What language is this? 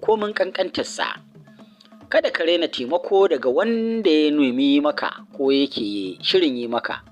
Hausa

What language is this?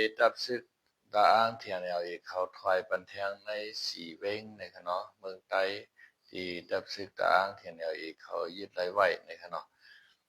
Shan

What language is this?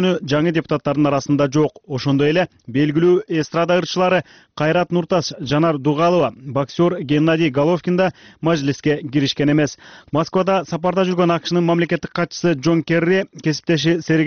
Kyrgyz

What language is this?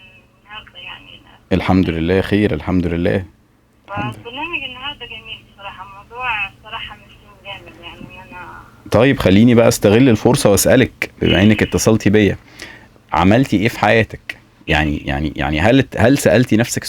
Egyptian Arabic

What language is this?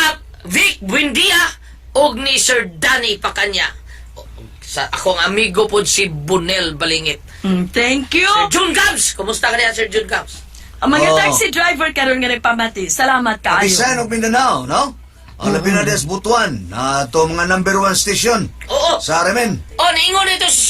Cebuano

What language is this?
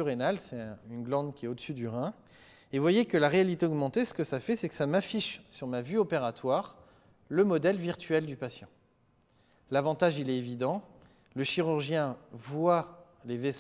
French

